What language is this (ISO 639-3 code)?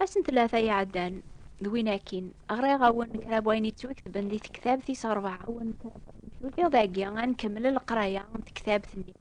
kab